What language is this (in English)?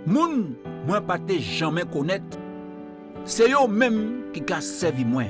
Guadeloupean Creole French